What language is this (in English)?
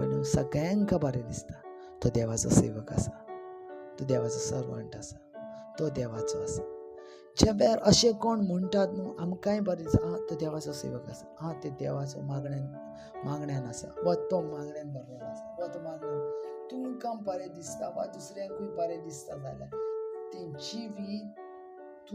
Konkani